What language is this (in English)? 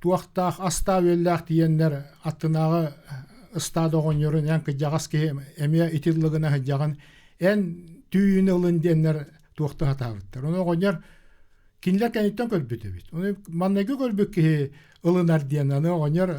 Yakut